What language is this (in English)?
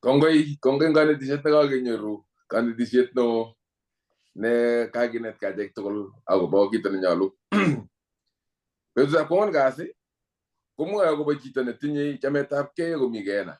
Kalenjin